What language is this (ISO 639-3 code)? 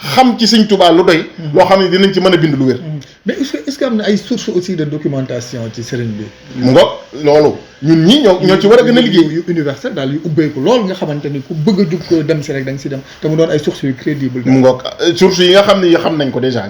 wol